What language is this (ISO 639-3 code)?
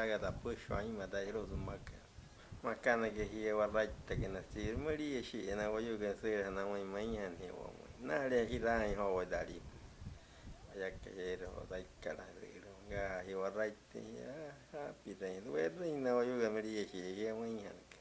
guc